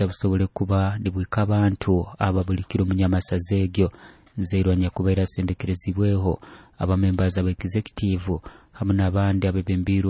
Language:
Nyoro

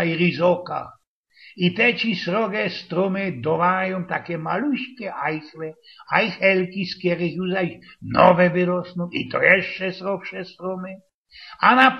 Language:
Silesian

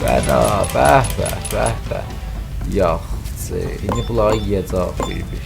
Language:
South Azerbaijani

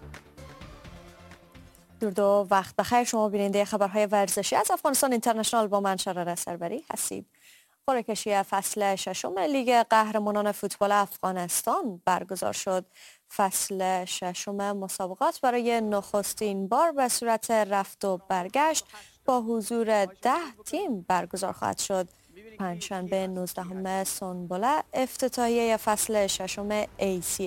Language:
Persian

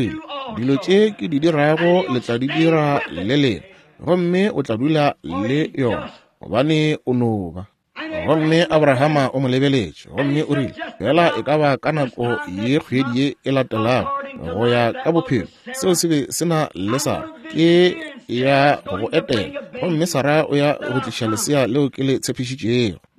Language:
Northern Sotho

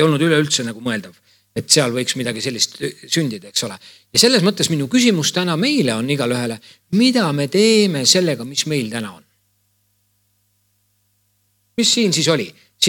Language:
Estonian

